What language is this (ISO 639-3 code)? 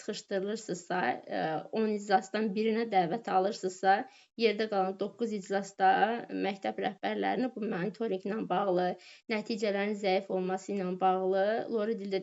aze